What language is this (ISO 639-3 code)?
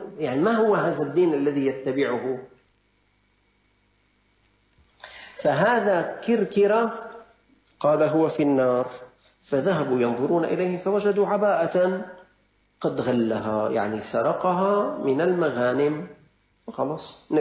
ara